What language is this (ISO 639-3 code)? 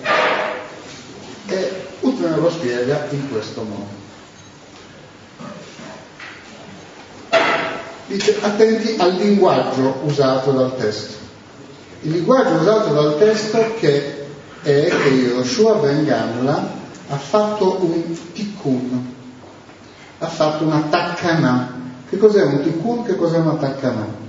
ita